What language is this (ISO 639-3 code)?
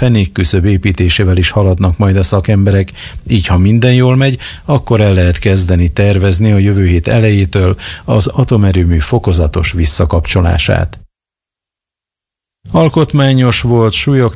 hun